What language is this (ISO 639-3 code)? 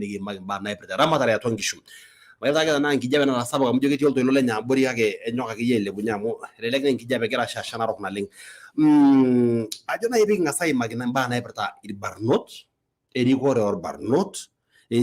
mas